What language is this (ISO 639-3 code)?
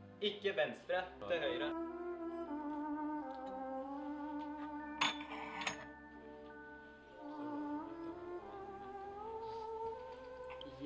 nor